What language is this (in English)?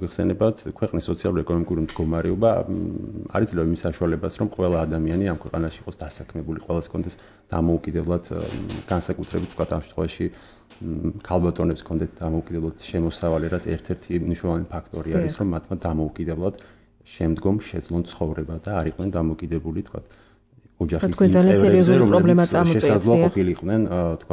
Georgian